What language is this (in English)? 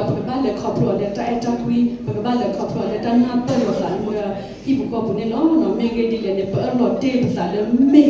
S'gaw Karen